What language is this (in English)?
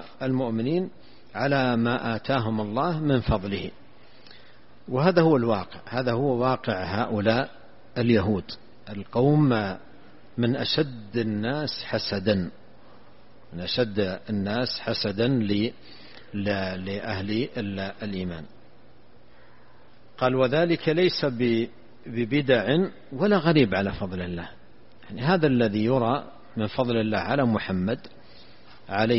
Arabic